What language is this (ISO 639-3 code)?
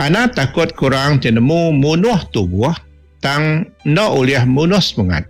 iba